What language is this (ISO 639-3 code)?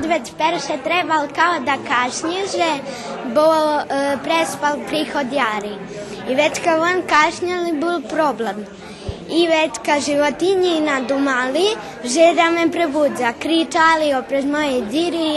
rue